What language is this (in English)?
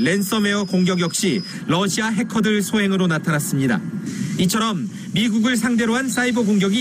Korean